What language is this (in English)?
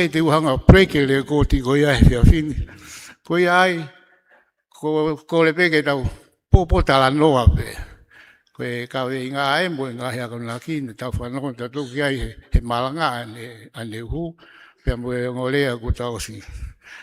Tongan